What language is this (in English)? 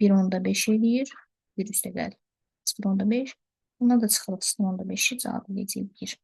Azerbaijani